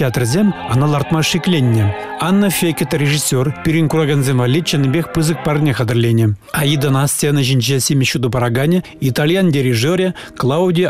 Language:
Chuvash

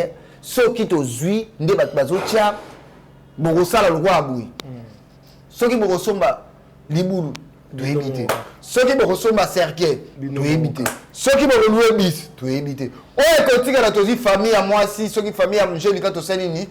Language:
Lingala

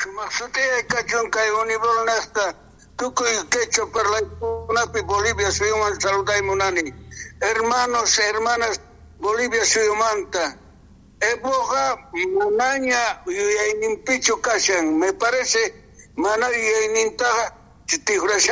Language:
South Bolivian Quechua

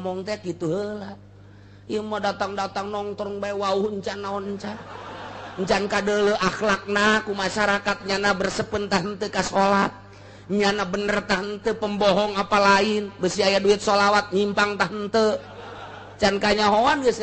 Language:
Sundanese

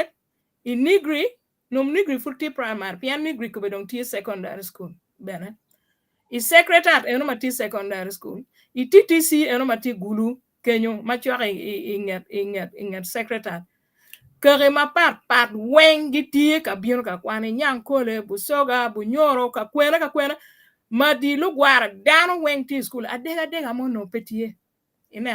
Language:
Acoli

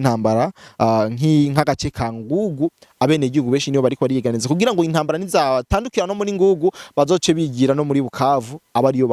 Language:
Rundi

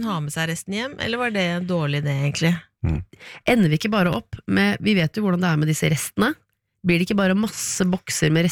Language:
Norwegian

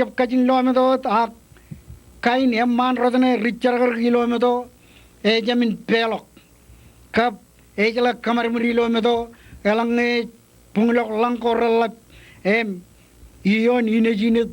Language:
Marshallese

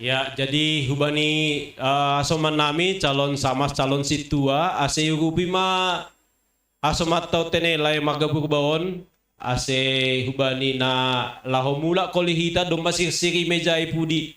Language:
Batak Simalungun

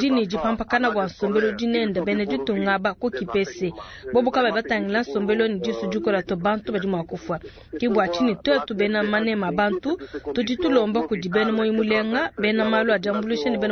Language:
Luba-Lulua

